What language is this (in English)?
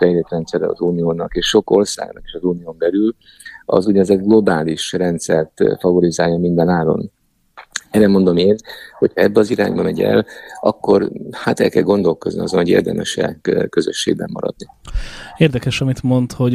Hungarian